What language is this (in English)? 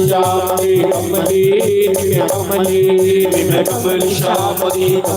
Dogri